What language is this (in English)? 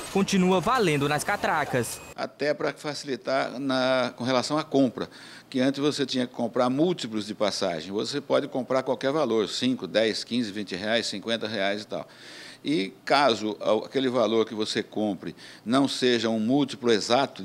Portuguese